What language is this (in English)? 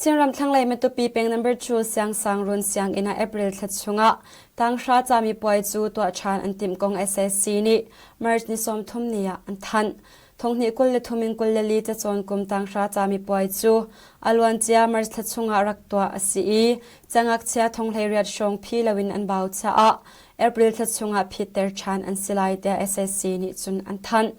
Hakha Chin